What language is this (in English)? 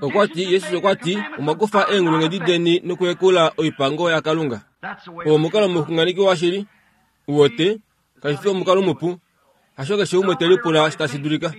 Kuanyama